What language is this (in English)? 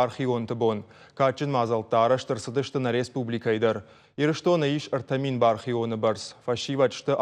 Ossetic